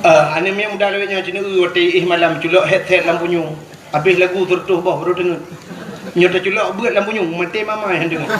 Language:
Achinese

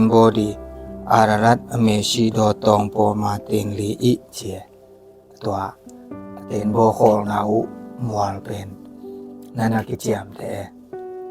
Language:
Tedim Chin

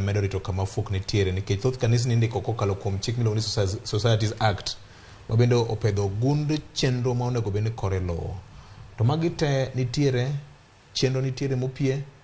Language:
Luo (Kenya and Tanzania)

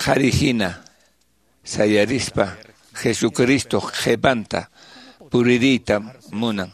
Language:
Quechua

